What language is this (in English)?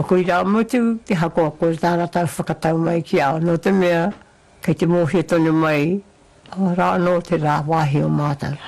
Māori